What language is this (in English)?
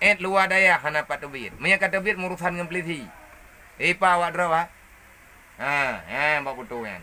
Achinese